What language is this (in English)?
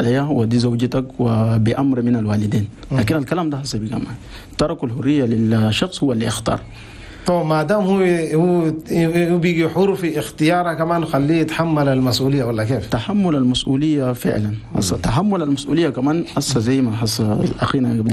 Chadian Arabic